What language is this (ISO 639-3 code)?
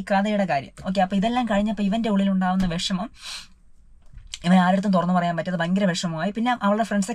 mal